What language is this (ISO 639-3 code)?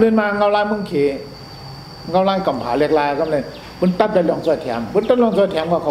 shn